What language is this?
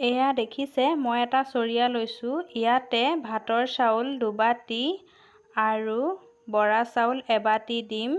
Assamese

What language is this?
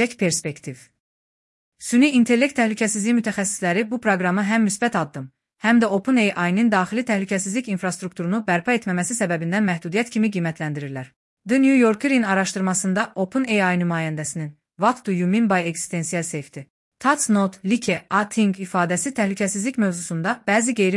Azerbaijani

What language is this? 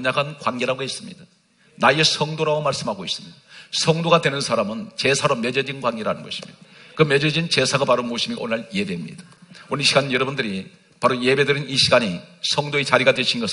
Korean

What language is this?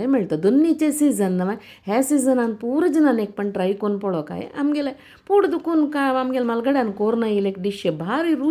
Konkani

